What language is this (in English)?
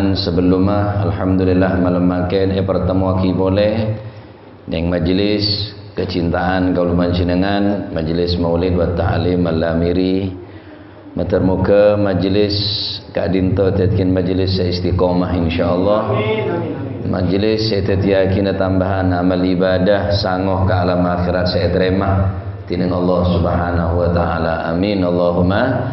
Madurese